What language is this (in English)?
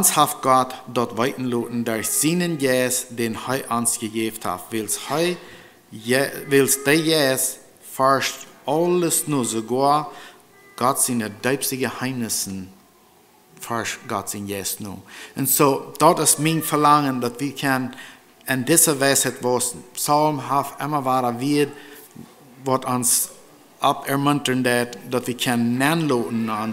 Plautdietsch